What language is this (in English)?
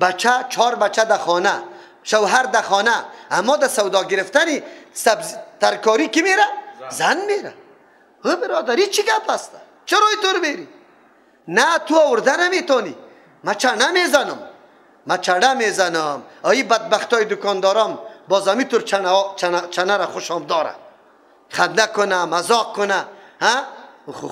Persian